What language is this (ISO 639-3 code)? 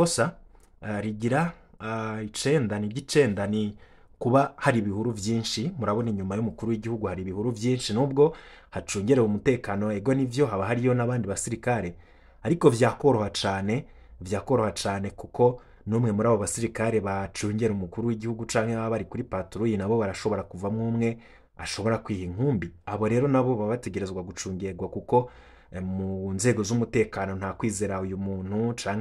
run